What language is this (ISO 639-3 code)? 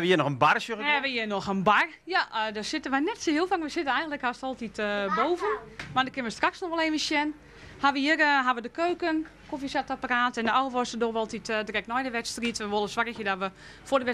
fry